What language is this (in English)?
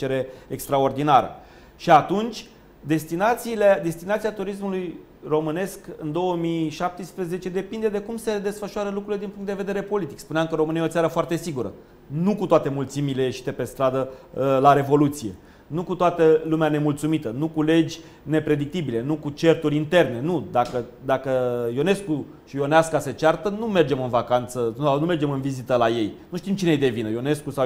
Romanian